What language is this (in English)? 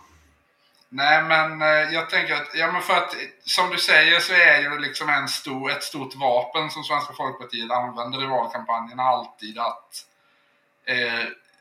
Swedish